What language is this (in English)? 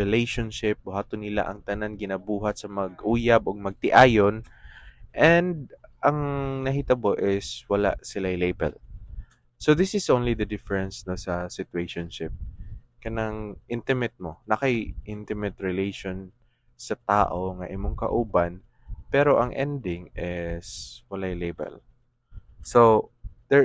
Cebuano